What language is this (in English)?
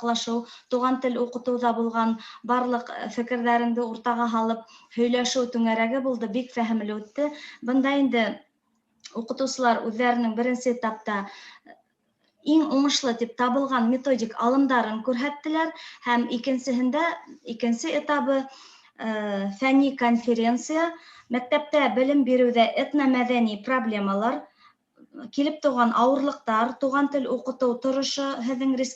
Bashkir